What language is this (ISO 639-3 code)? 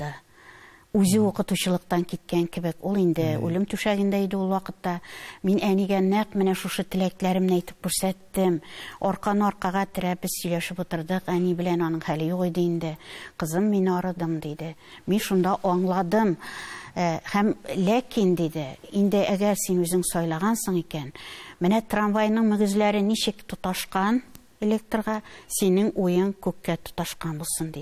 tat